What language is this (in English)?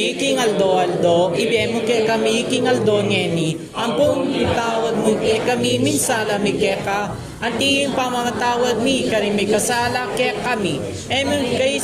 Pampanga